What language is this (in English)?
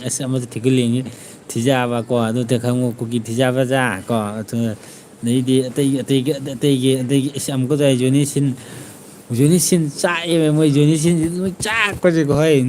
Manipuri